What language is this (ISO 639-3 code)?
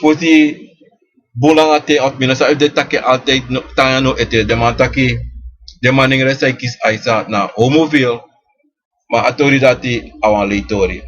srn